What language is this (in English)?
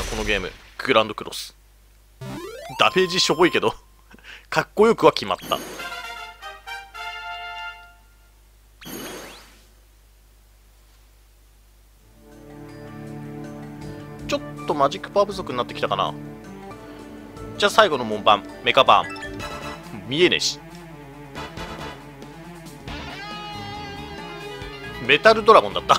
Japanese